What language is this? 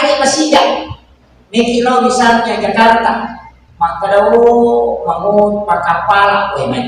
Buginese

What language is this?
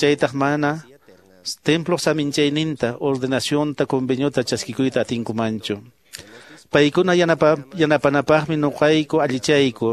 Quechua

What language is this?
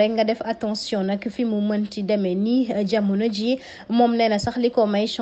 Wolof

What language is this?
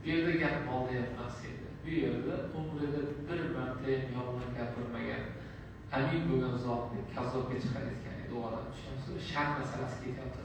Uzbek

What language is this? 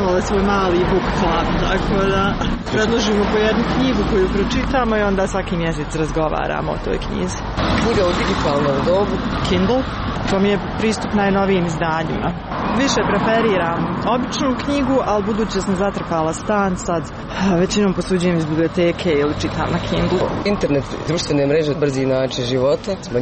Serbian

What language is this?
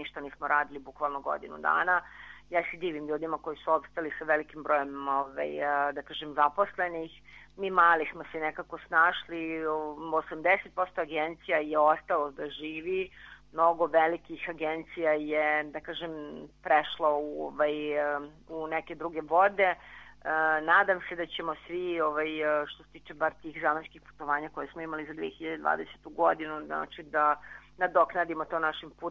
Serbian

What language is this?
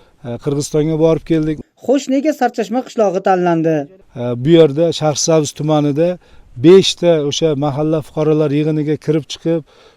Uzbek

